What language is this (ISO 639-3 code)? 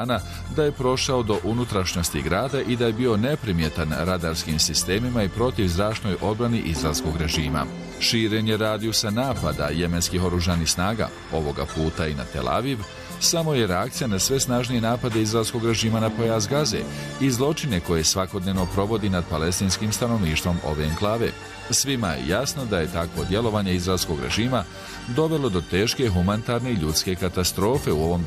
bos